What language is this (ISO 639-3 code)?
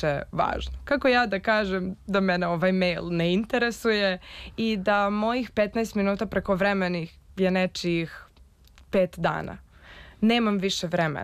srp